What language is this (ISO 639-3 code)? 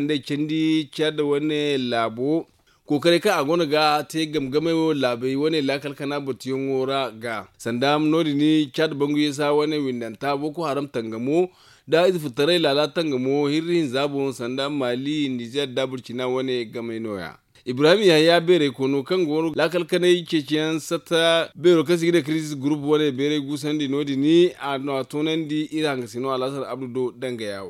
dje